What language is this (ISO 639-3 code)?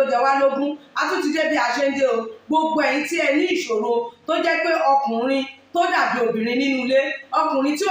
yor